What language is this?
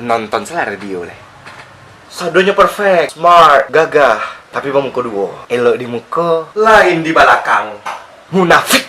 Minangkabau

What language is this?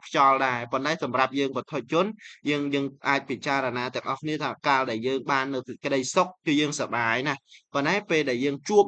Khmer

